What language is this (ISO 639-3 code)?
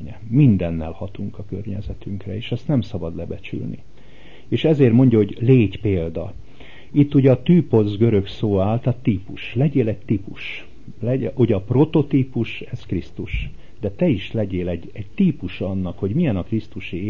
hun